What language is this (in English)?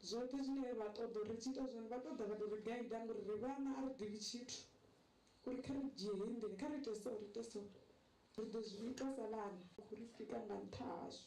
Venda